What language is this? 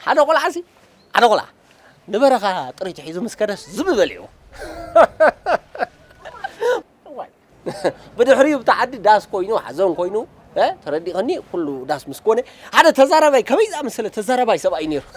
Tigrinya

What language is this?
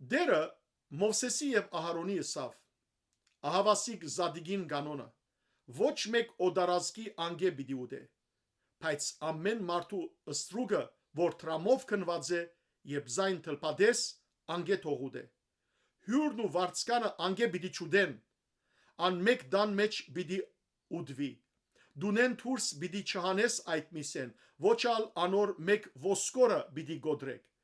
Western Armenian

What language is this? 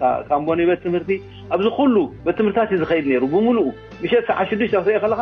Tigrinya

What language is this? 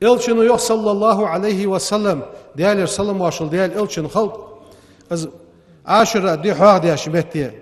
Ingush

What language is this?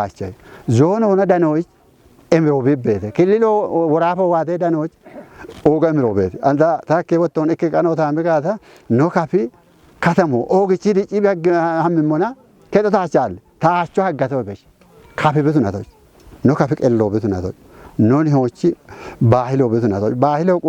Kafa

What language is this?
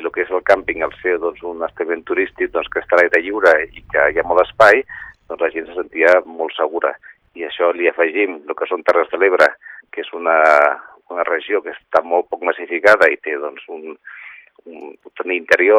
Catalan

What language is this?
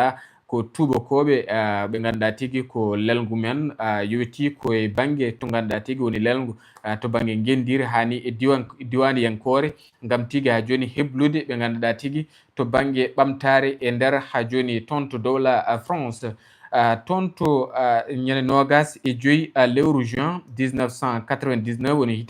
Fula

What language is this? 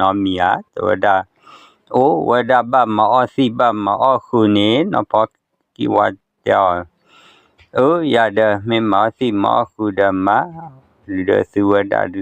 S'gaw Karen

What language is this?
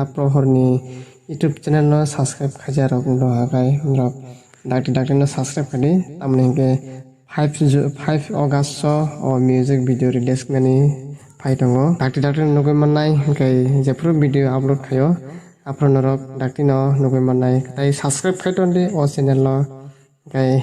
Kok Borok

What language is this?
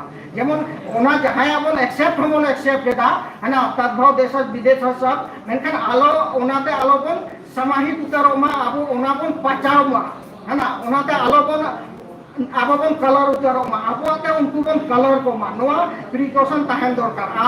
Santali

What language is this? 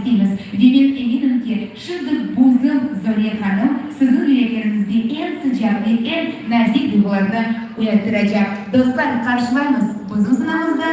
Crimean Tatar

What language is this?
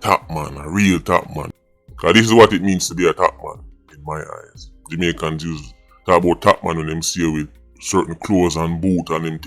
Jamaican Creole English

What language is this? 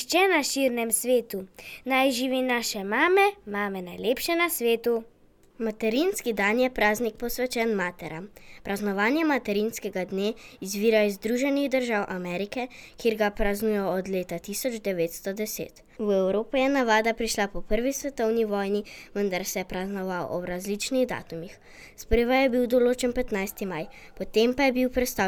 Slovenian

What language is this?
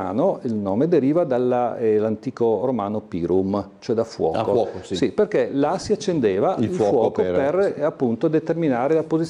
Italian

